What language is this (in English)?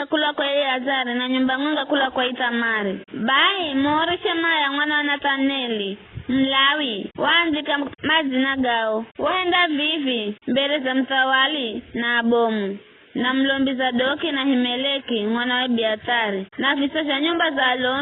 Giryama